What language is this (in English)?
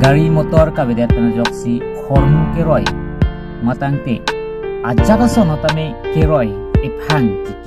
Karbi